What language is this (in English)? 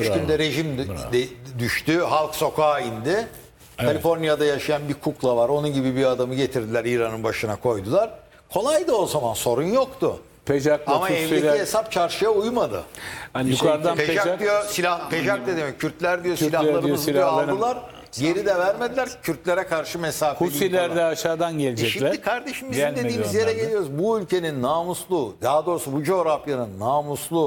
Turkish